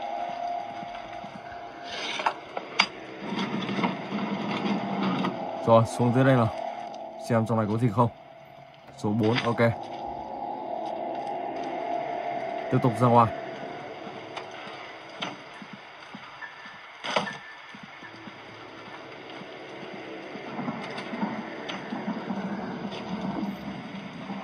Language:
Vietnamese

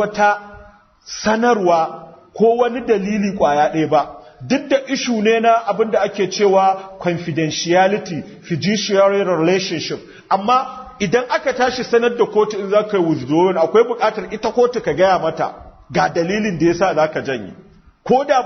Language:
Hausa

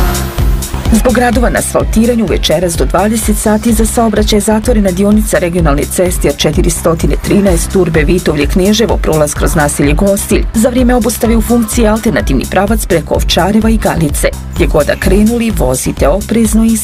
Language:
Bosnian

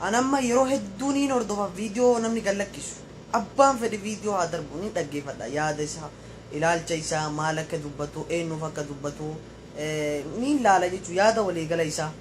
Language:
Oromo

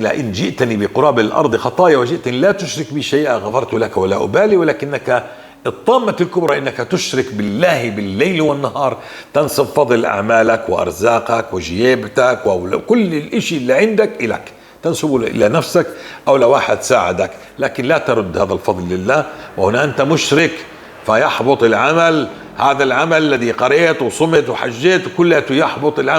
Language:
North Levantine Arabic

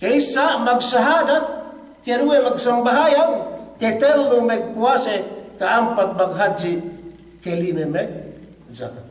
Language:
Yakan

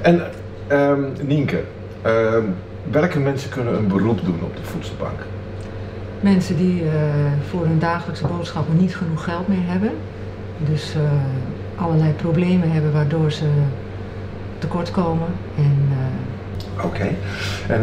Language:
Dutch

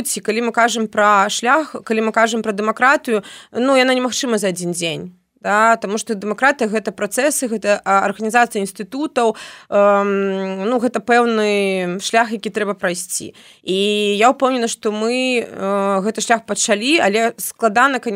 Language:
Belarusian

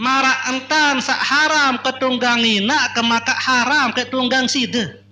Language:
Sasak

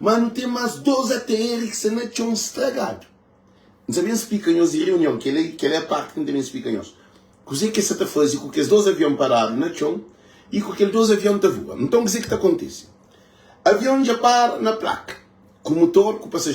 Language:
Kabuverdianu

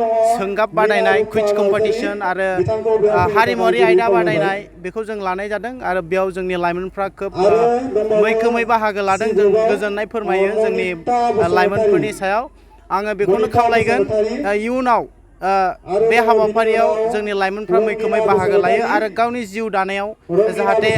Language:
Bodo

